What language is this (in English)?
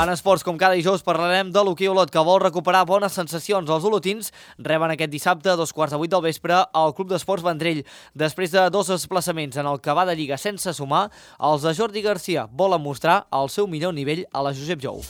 Catalan